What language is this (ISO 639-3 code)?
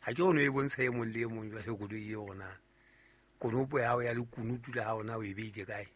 sot